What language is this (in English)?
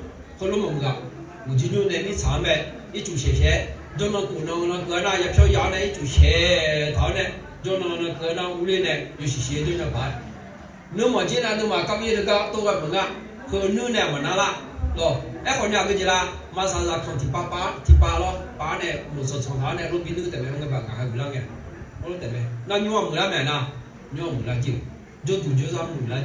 Akha